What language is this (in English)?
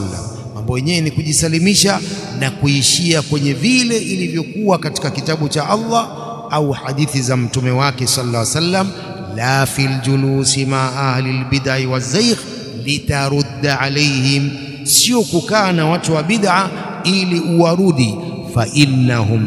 Swahili